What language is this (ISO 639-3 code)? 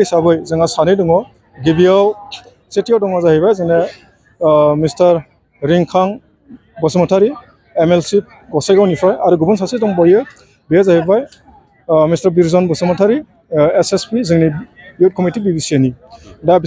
brx